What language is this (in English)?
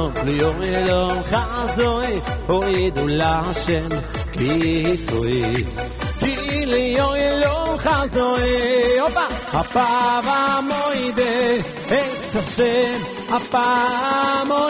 Hebrew